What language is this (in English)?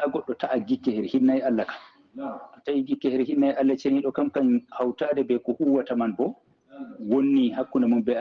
Fula